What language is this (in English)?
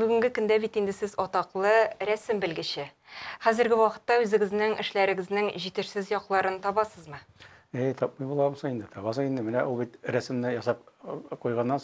Tatar